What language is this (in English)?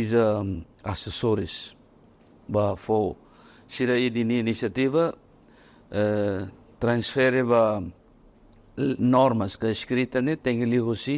Tetum